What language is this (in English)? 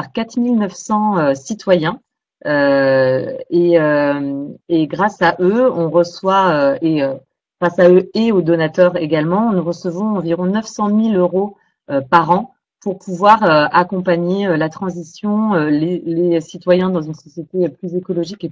French